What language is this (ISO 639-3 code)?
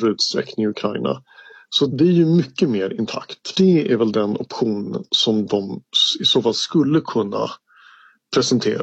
swe